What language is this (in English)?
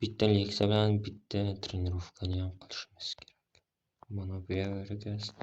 Uzbek